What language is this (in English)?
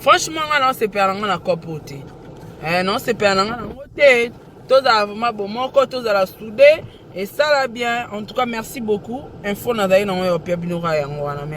Lingala